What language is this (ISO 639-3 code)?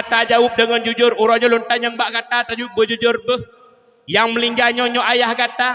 ace